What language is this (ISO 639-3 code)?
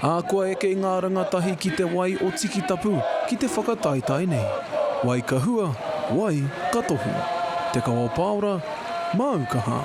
mri